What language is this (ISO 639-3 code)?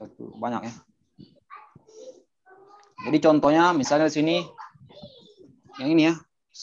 ind